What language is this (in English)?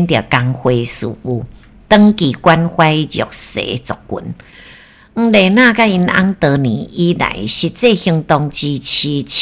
Min Nan Chinese